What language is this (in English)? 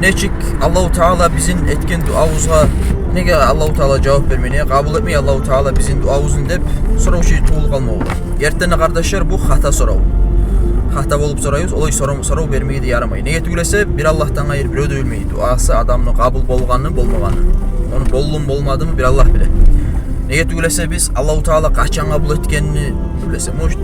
Kumyk